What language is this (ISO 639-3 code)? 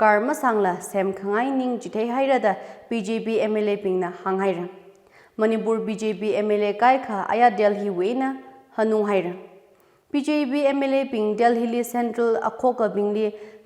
nmf